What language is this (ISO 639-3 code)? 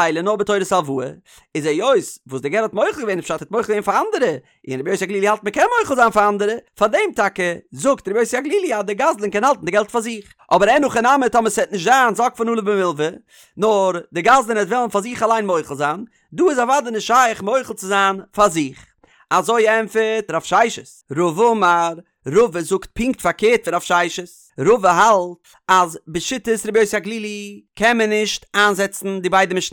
yid